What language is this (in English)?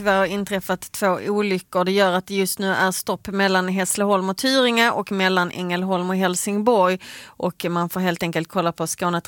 Swedish